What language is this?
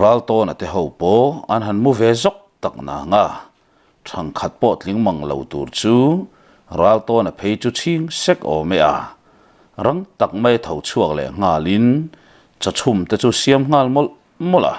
Mizo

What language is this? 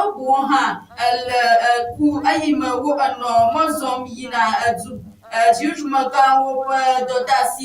Ewe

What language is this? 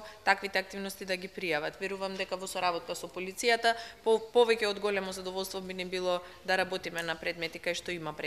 Macedonian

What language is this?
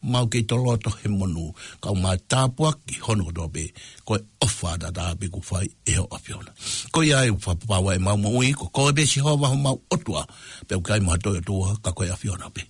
Tongan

